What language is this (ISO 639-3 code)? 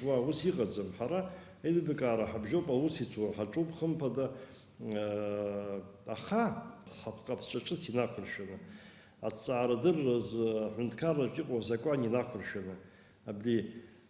abk